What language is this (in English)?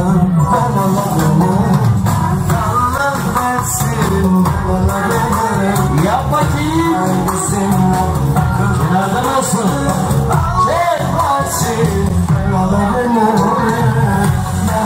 Turkish